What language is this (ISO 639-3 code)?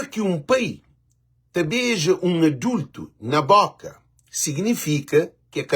kea